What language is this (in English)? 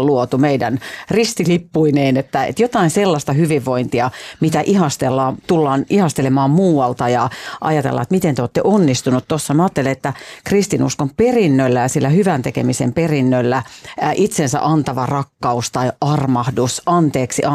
Finnish